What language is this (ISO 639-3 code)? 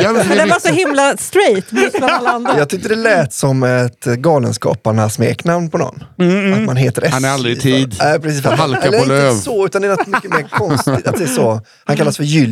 swe